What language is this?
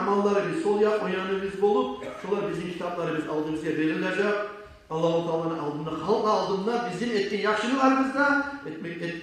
Kumyk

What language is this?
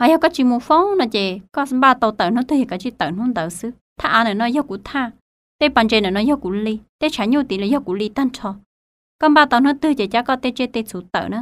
Hmong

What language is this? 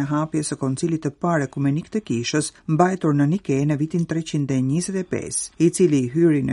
Albanian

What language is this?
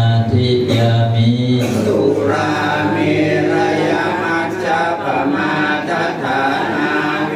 Pali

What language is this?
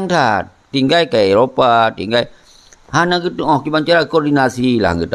Achinese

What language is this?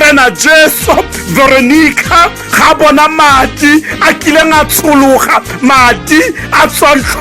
Tswana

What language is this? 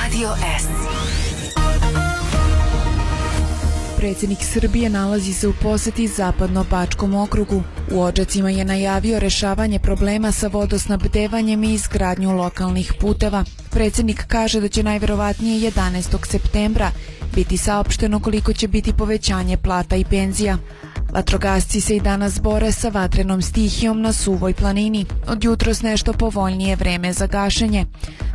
Serbian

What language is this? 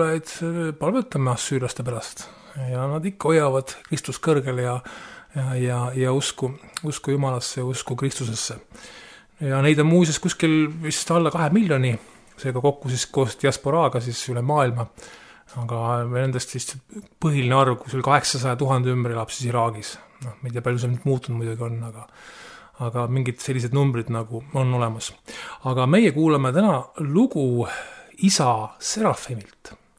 Estonian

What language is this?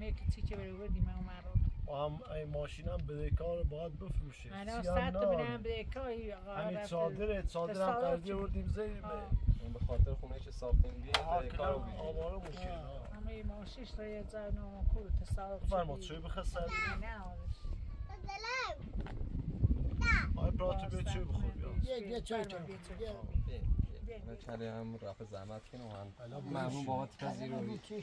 Persian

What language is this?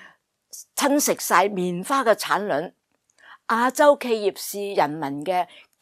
Cantonese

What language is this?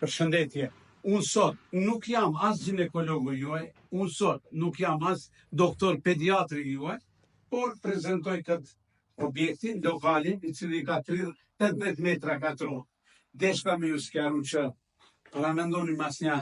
Albanian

